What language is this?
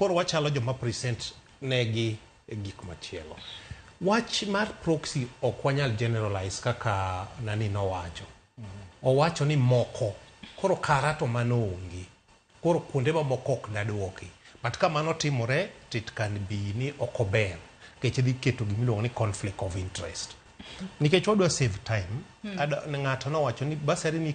Luo (Kenya and Tanzania)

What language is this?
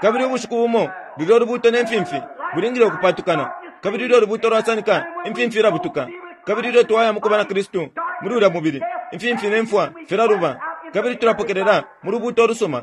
Bemba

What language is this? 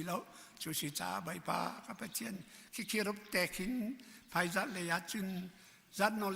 Hakha Chin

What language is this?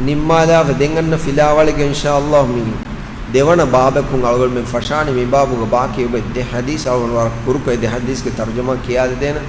Divehi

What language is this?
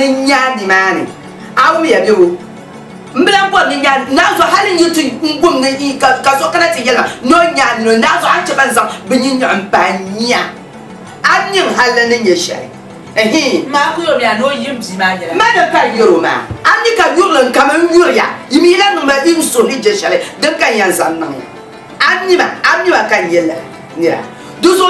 Dagbani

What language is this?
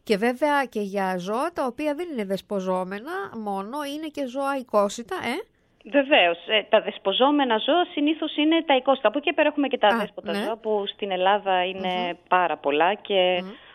Greek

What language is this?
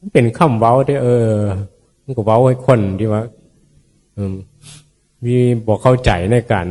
Northeastern Thai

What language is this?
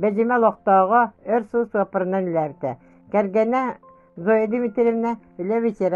Yakut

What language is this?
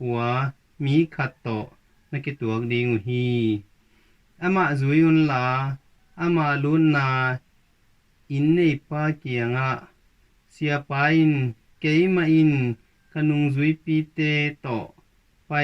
Tedim Chin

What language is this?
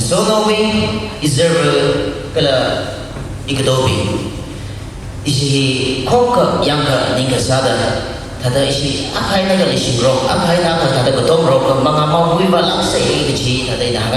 Tangkhul Naga (India)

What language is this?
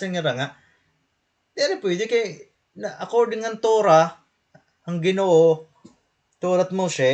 Waray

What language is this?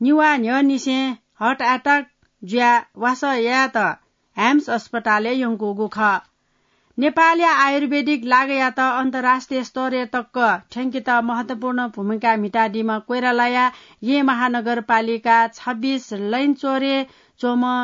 Newari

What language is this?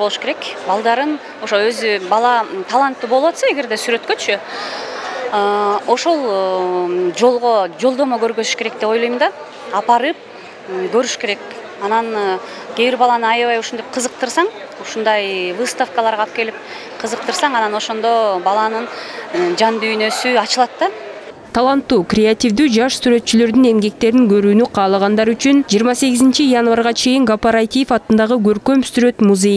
Kyrgyz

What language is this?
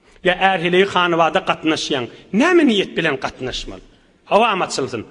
Turkmen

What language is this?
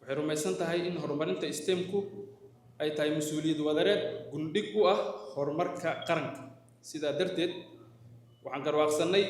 Somali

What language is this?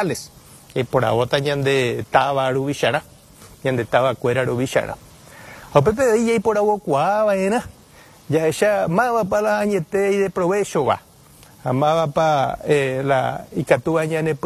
Guarani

